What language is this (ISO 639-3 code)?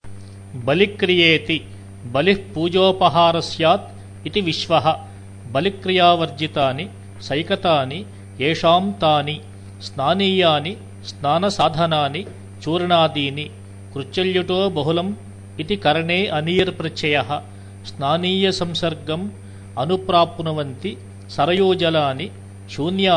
san